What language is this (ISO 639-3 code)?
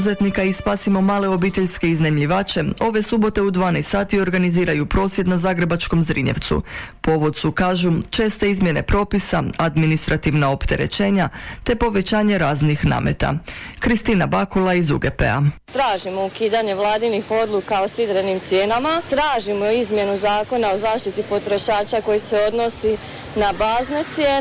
hrv